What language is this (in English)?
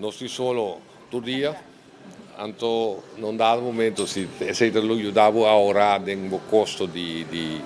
Papiamento